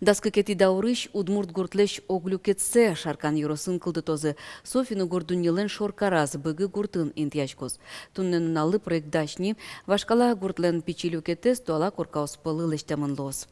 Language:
Udmurt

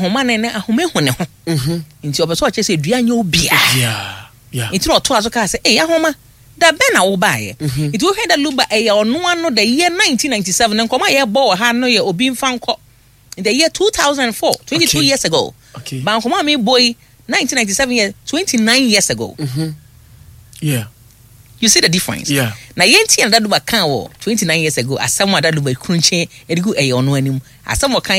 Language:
Akan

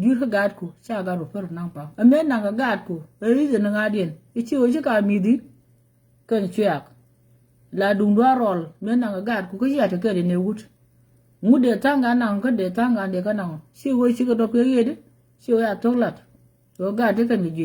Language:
Nuer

